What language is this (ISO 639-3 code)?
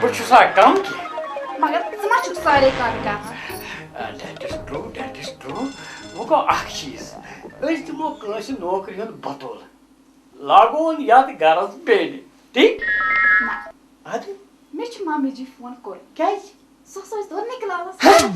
kas